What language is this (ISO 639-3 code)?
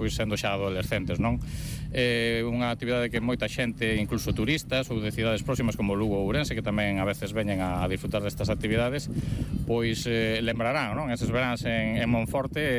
glg